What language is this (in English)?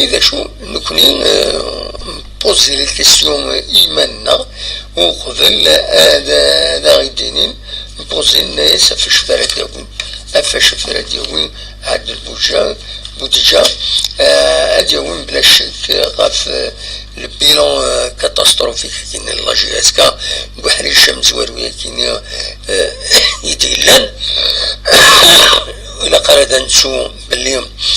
Kabyle